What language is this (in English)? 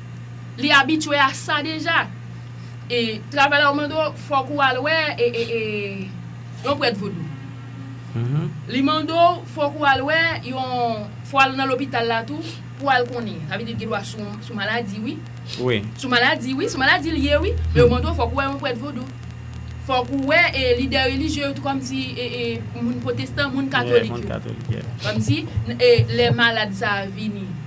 Haitian Creole